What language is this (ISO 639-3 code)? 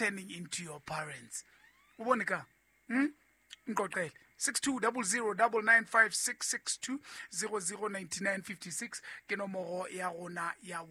sot